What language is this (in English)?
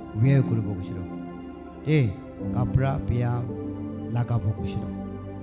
Naga Pidgin